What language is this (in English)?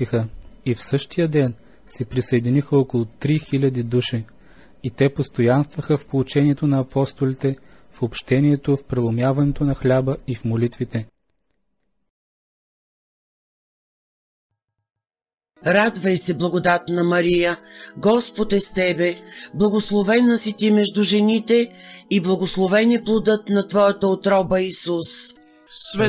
Bulgarian